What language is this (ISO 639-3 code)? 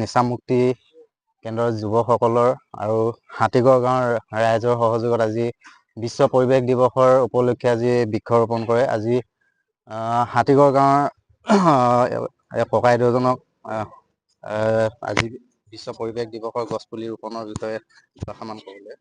asm